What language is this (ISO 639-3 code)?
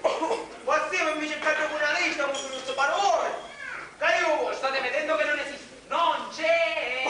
scn